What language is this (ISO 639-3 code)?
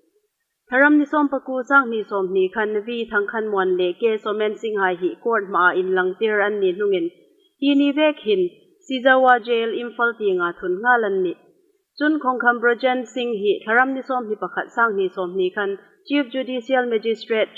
hmr